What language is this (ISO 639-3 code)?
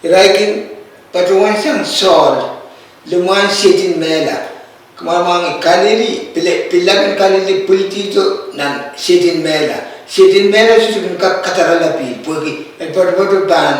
pon